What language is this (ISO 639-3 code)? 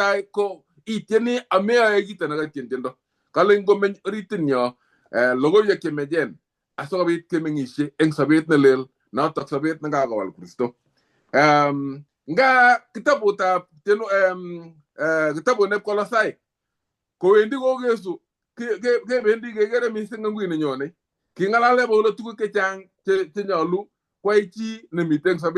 kln